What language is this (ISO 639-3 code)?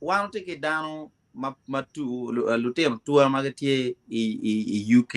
ach